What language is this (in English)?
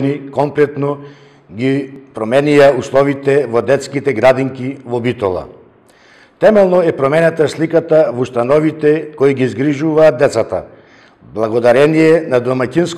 Macedonian